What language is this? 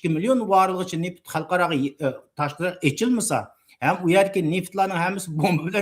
Uyghur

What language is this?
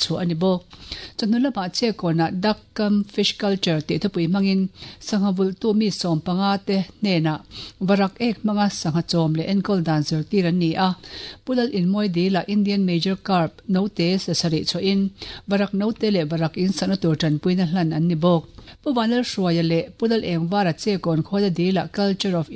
Mizo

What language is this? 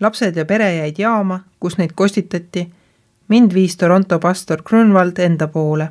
Estonian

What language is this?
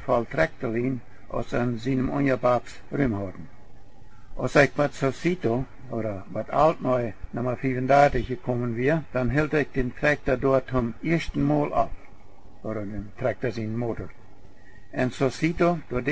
Plautdietsch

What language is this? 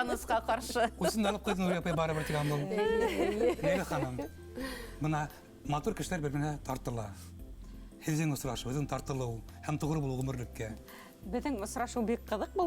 Bashkir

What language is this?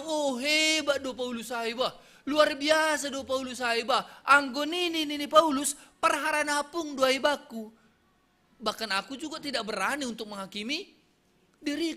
Batak Simalungun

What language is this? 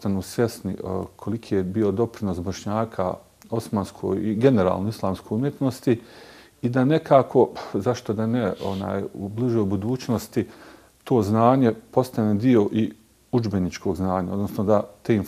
Bosnian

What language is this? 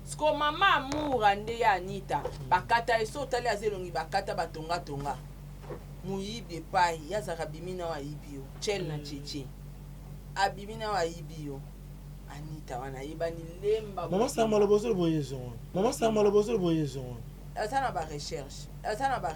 Lingala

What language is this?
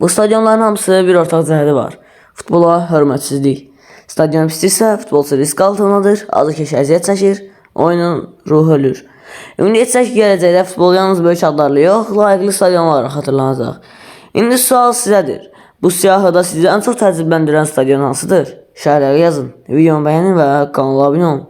Azerbaijani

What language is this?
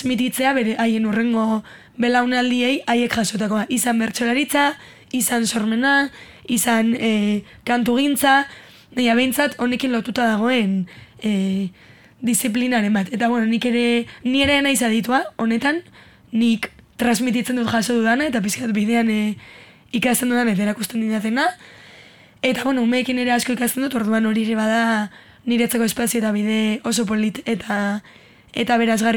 Basque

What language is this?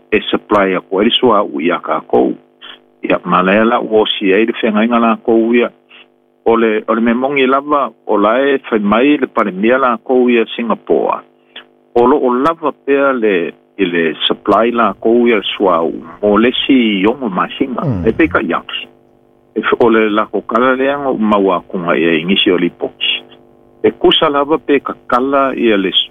Samoan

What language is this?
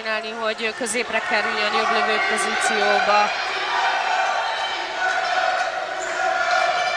Hungarian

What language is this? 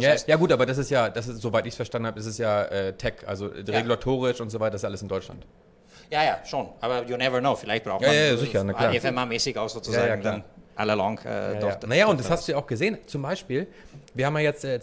German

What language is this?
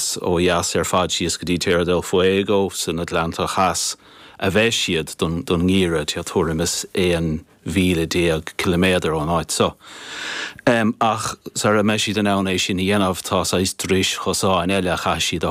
Irish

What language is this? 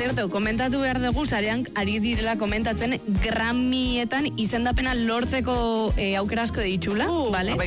Basque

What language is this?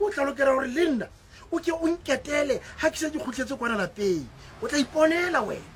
Southern Sotho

